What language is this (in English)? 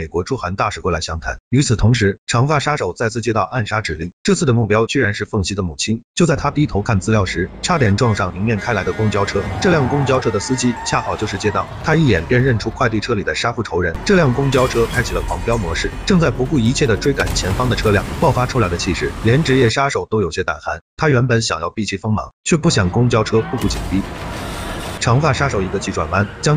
Chinese